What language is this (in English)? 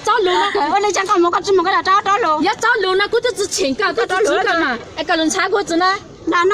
Hmong